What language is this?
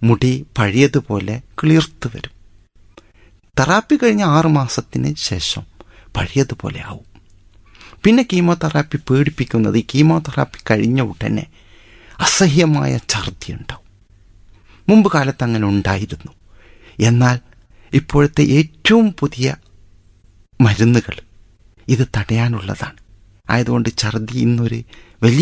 Malayalam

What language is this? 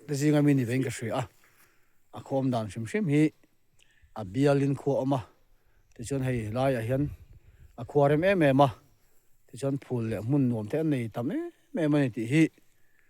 Mizo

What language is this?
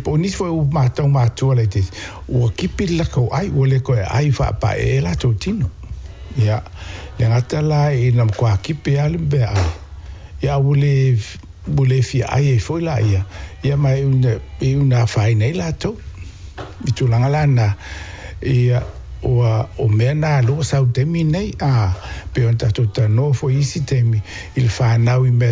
Samoan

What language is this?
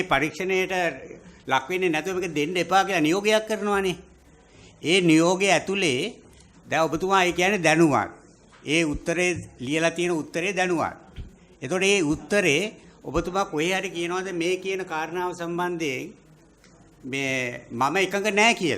Sinhala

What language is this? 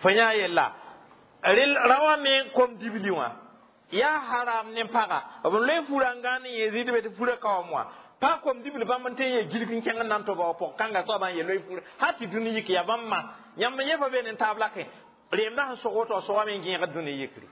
Mossi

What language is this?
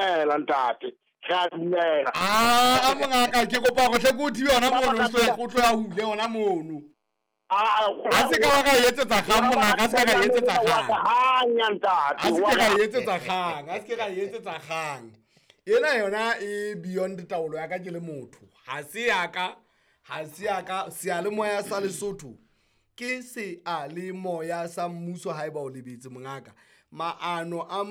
Southern Sotho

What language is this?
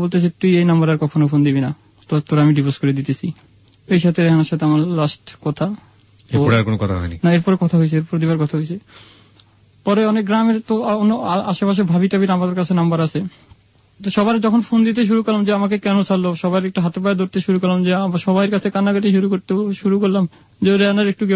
Bangla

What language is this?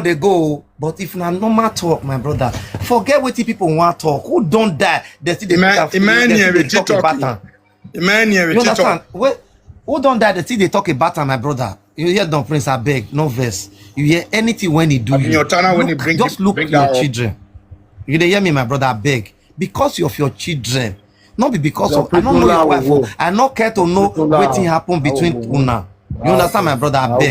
Nigerian Pidgin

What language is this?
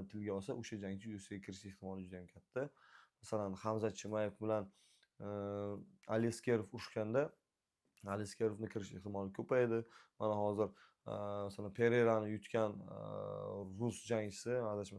Uzbek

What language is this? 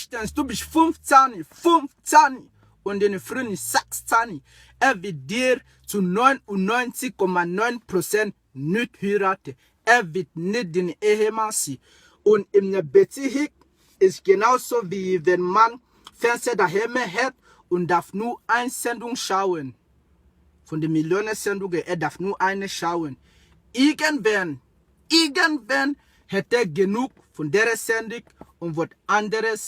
Swiss German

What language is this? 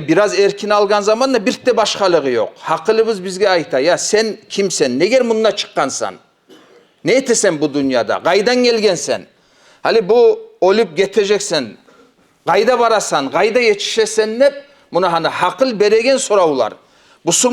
Kumyk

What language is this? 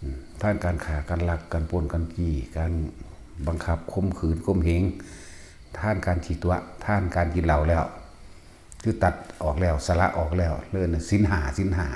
Northeastern Thai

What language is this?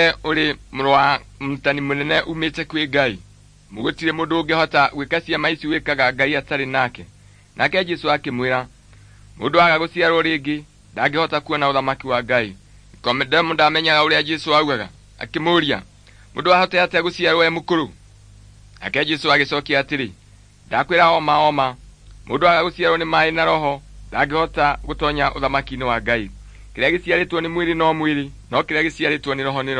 Kikuyu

